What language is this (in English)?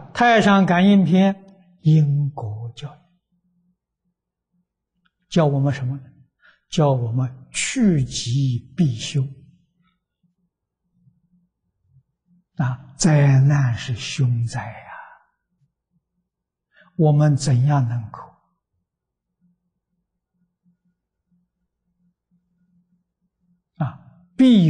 Chinese